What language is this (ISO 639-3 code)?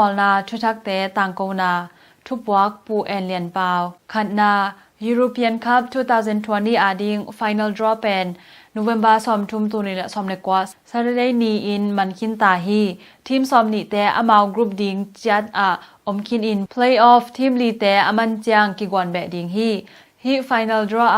ctd